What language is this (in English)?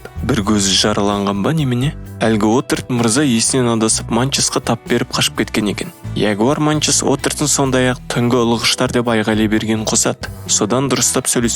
Kazakh